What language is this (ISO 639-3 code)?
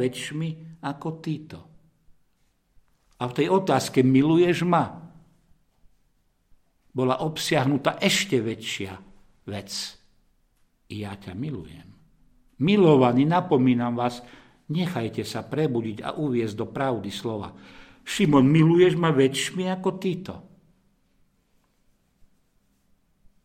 slk